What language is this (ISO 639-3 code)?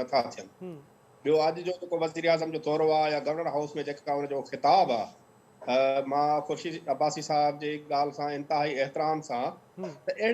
snd